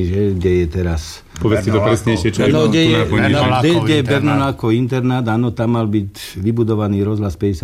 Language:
Slovak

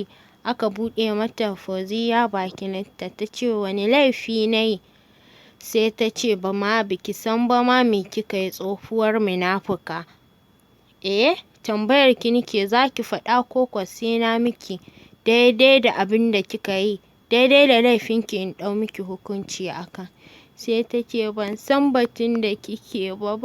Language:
Hausa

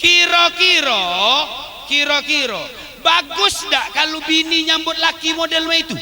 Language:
Musi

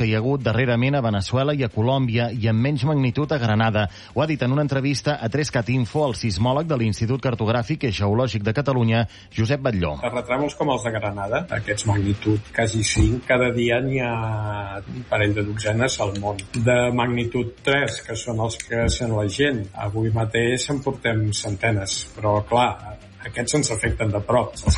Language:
Catalan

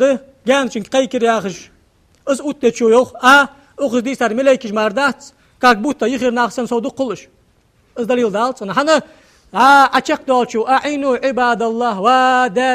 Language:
Ingush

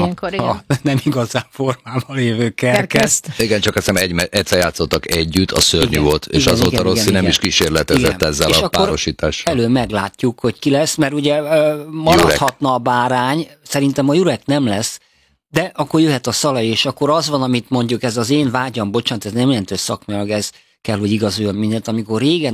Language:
Hungarian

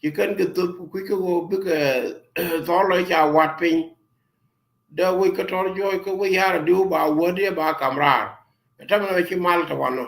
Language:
Nuer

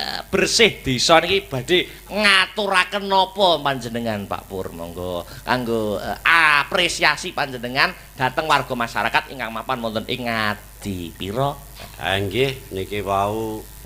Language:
Javanese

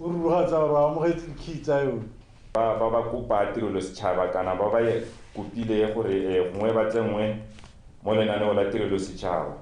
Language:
Tswana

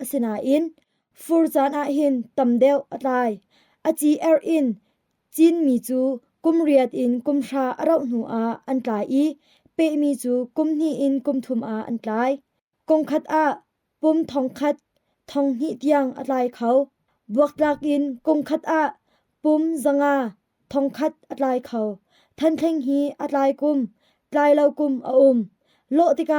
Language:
Hakha Chin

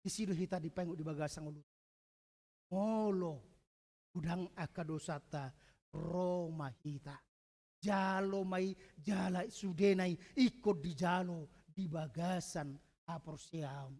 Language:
Batak Toba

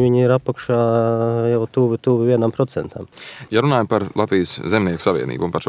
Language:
Latvian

